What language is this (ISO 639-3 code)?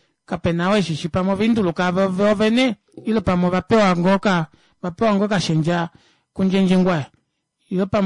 kua